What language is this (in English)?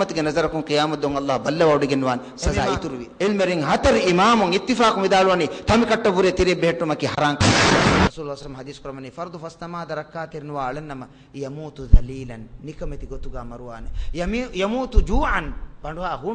Divehi